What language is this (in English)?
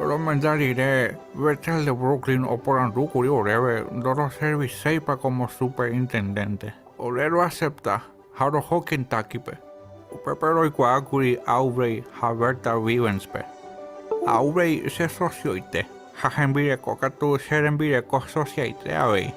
Guarani